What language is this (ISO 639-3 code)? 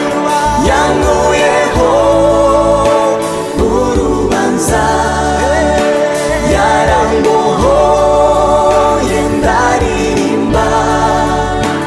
kin